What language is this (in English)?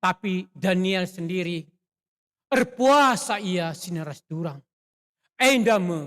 Batak Karo